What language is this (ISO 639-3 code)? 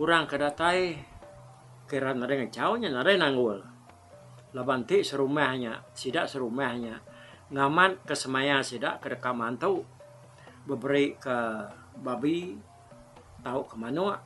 iba